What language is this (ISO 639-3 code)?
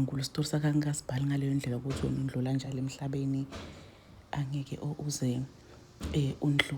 zul